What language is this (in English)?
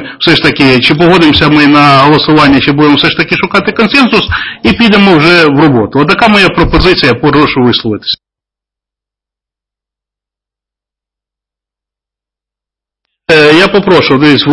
Ukrainian